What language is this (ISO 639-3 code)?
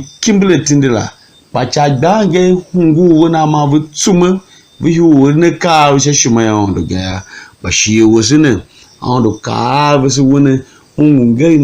tiv